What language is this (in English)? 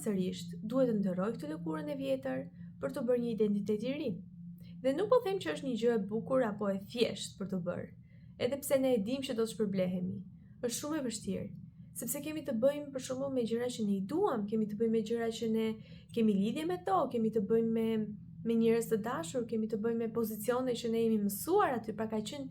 Albanian